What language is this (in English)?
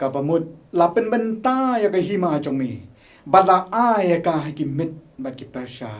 Khasi